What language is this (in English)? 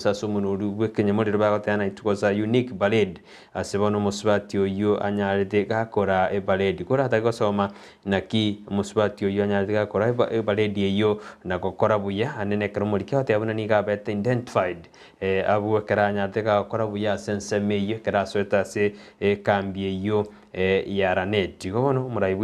Gusii